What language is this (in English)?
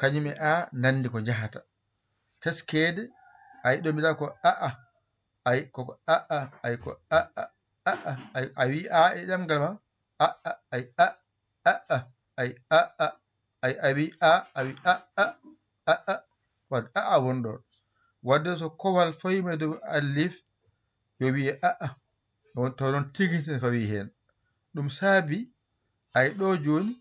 Fula